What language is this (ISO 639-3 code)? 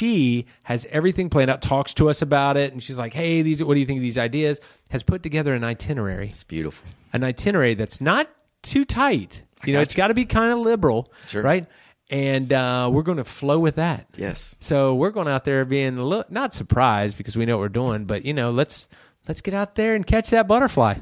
eng